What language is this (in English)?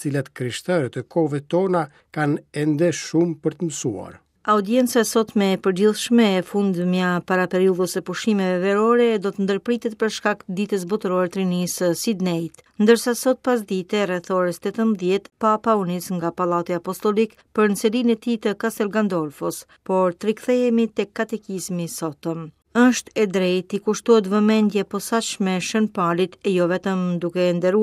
Albanian